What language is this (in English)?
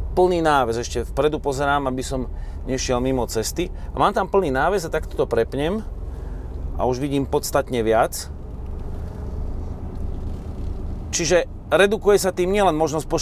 Slovak